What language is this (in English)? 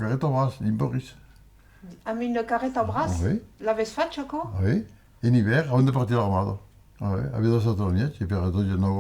Occitan